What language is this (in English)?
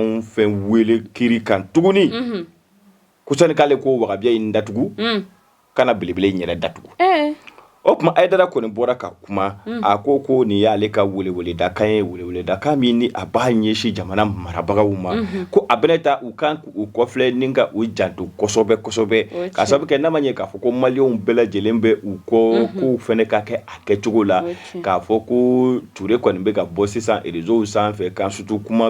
Bambara